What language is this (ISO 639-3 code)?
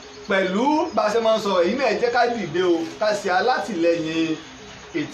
yor